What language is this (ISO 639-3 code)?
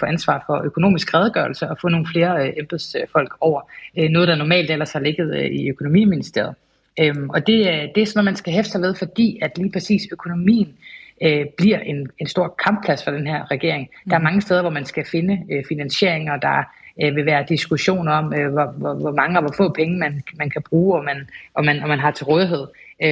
dan